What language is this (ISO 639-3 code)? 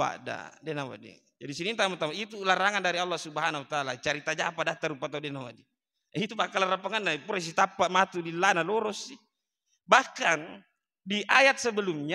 bug